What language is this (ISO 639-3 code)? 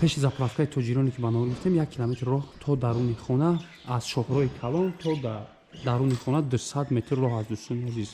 tgk